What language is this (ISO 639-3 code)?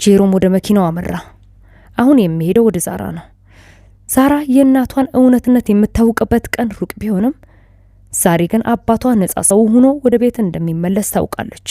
amh